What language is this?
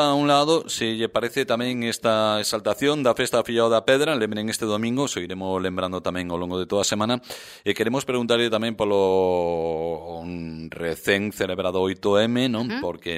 Galician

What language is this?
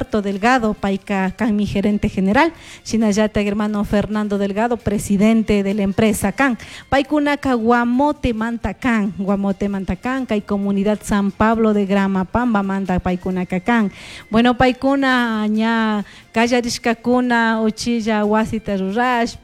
Chimborazo Highland Quichua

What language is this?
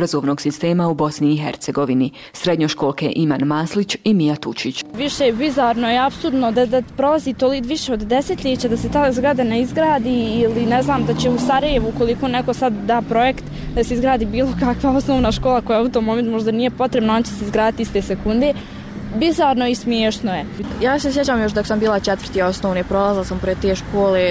Bosnian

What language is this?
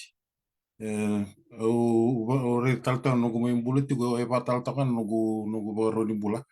Fijian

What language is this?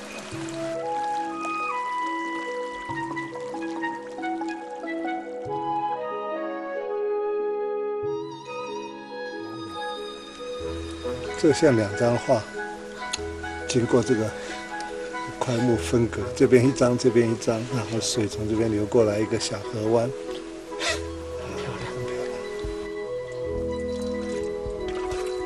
Chinese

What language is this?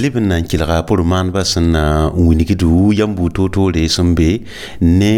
Mossi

